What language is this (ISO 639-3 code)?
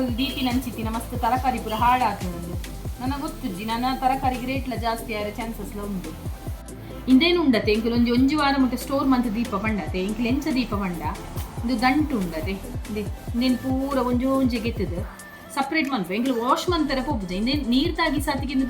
tcy